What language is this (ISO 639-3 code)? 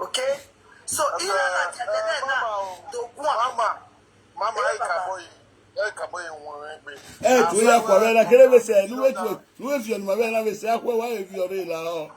pcm